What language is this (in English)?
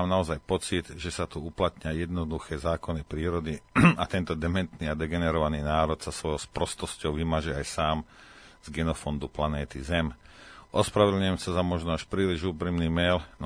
Slovak